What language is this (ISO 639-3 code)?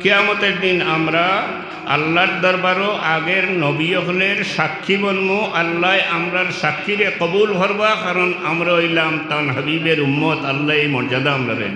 syl